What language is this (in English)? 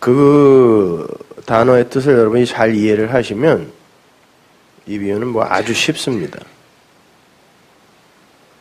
Korean